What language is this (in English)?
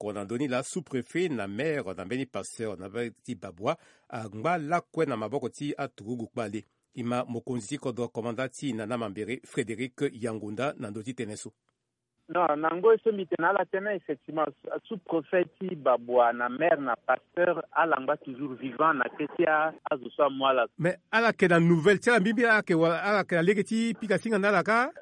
Sango